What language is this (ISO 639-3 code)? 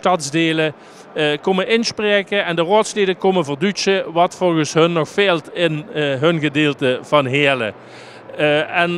lim